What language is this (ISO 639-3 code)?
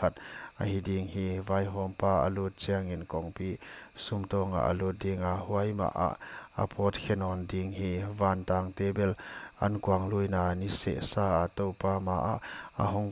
pck